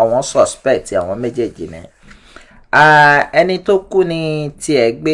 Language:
Yoruba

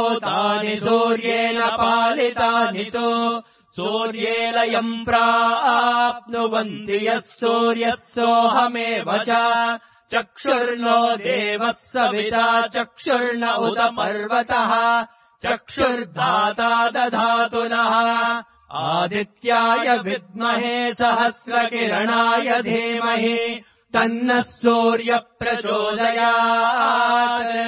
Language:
Sanskrit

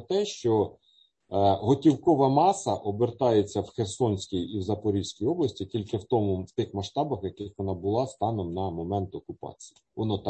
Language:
Ukrainian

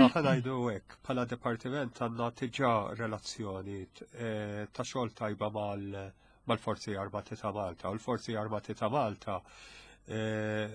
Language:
Maltese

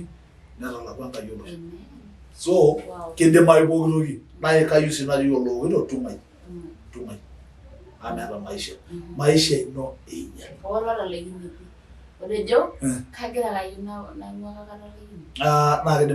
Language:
Masai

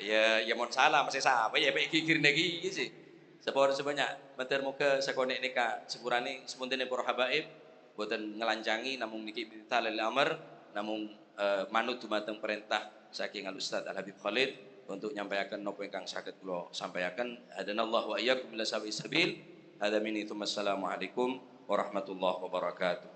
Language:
Madurese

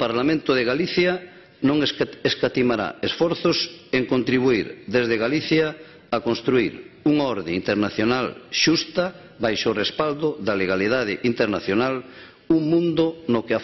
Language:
Galician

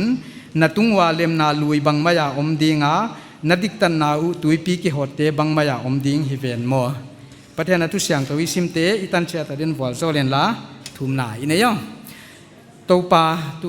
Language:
Paite Chin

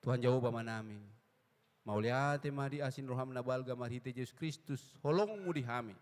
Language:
Batak Toba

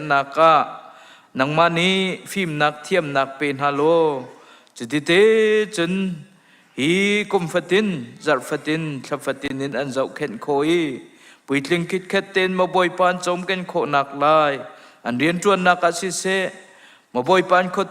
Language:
Hakha Chin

